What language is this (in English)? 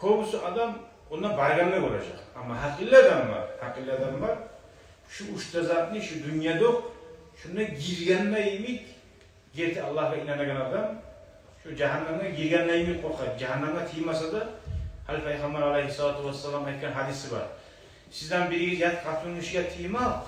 Kumyk